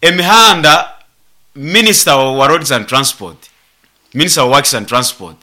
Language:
Nyoro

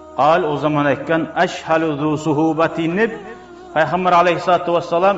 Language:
Kumyk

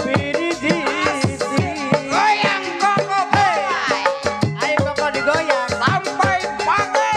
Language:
Betawi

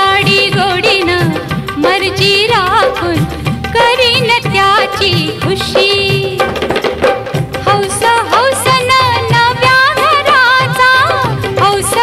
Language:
Marathi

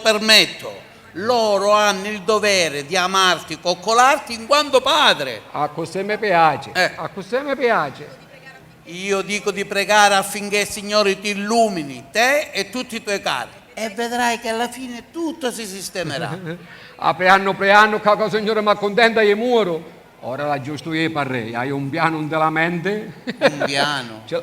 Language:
Sicilian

